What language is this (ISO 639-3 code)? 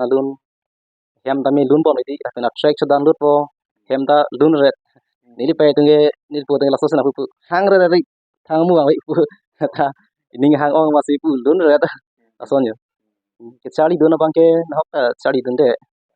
mjw